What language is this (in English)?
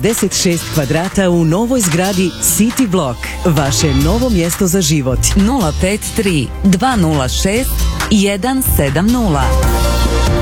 Croatian